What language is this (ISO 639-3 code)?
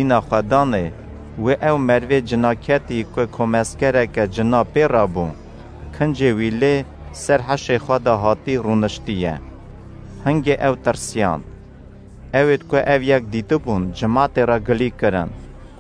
kur